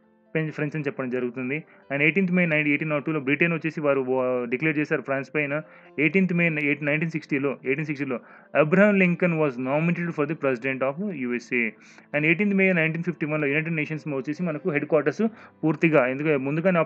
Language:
Telugu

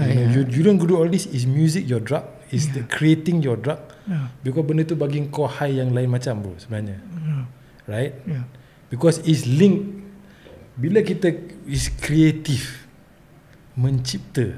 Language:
Malay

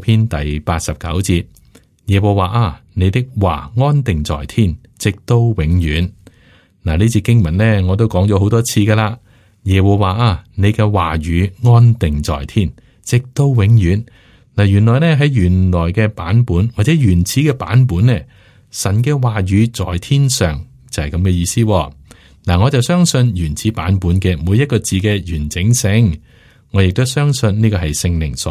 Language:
Cantonese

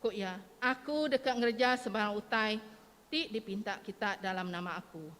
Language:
Iban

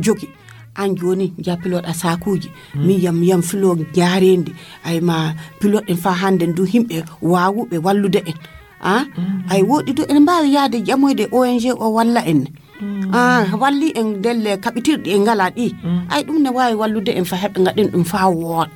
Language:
Fula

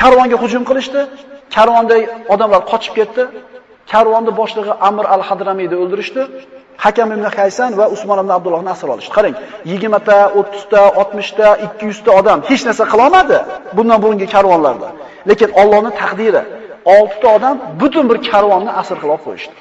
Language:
Uzbek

